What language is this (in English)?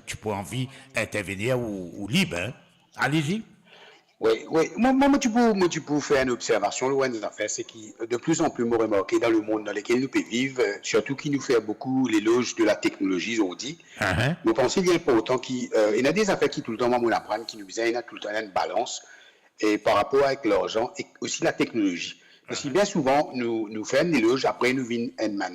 Morisyen